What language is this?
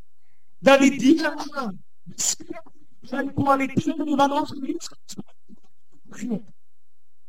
Afrikaans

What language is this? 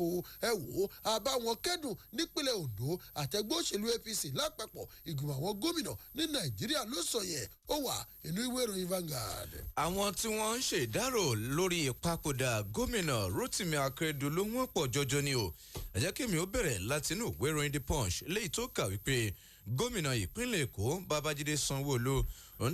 Yoruba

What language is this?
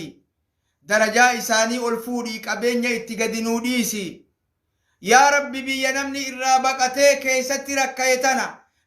Oromo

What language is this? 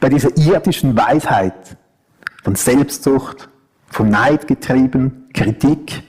Swiss German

